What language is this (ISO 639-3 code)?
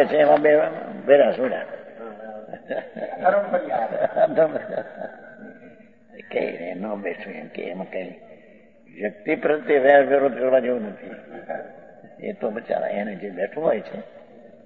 guj